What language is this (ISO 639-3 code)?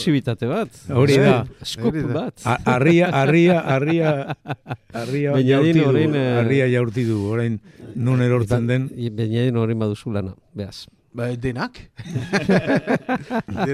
eus